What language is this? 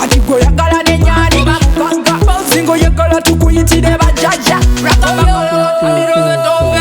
Soga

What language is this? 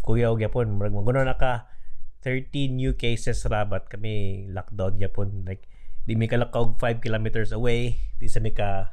Cebuano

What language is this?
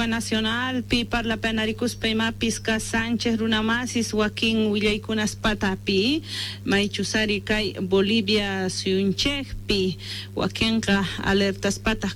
Quechua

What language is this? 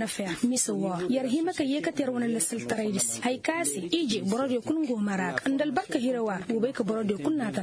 Koyraboro Senni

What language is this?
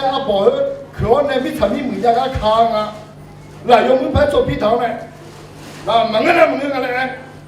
Akha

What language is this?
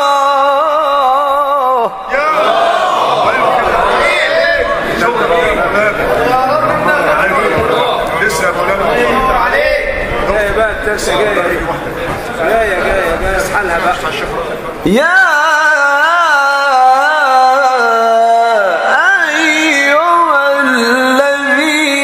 Arabic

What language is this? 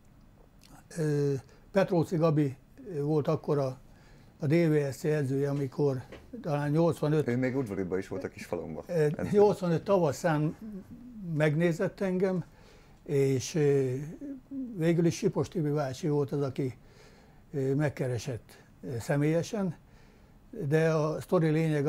Hungarian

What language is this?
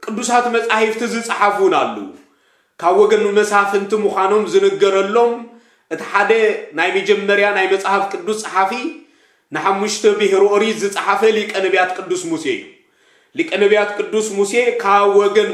Tigrinya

